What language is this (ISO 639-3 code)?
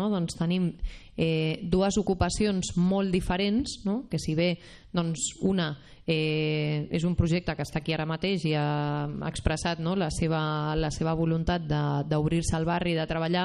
cat